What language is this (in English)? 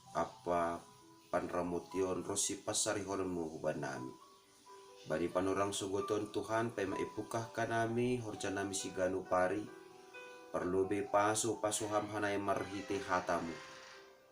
Batak Simalungun